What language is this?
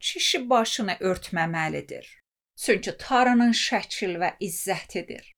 Azerbaijani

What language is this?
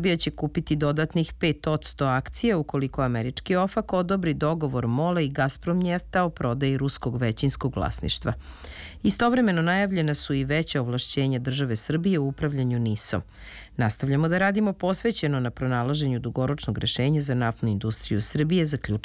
Serbian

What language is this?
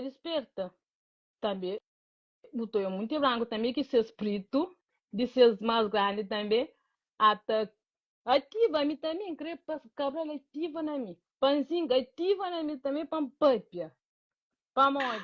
Kabuverdianu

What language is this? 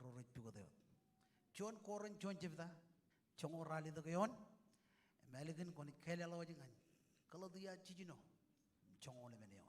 Marshallese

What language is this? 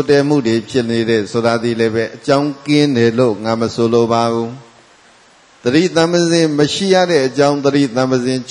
Burmese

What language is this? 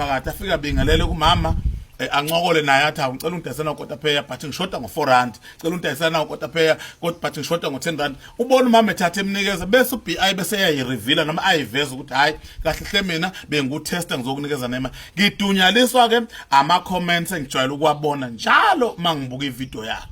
Zulu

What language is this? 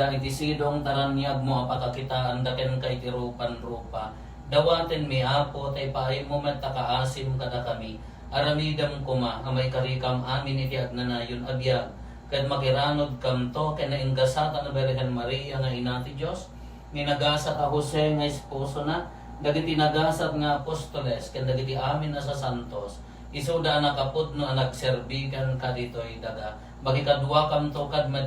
Iloko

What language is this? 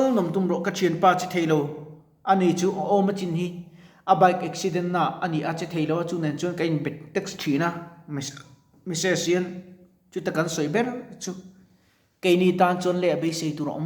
Mizo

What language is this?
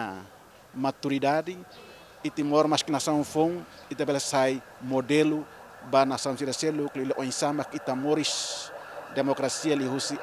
Tetum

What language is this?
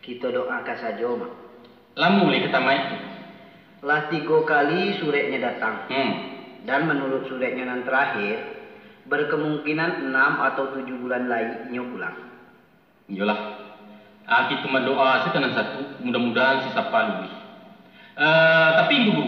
Minangkabau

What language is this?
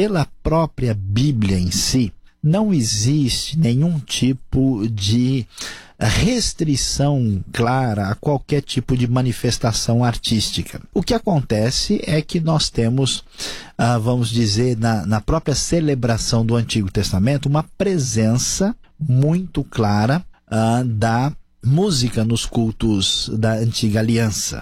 Portuguese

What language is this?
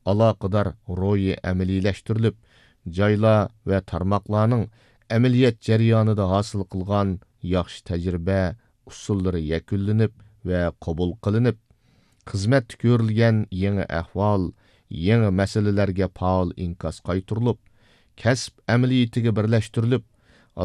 Uyghur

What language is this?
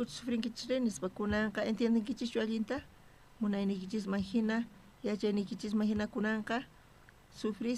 South Bolivian Quechua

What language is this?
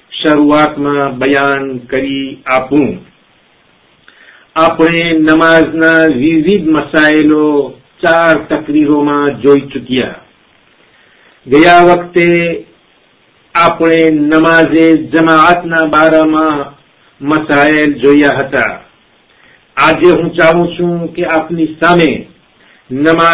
Gujarati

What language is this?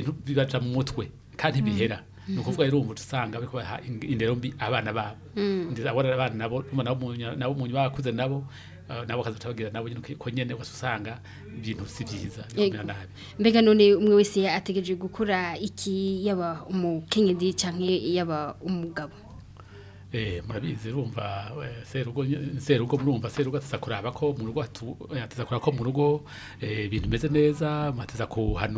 Rundi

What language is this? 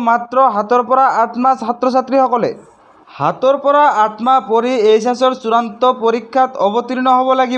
Assamese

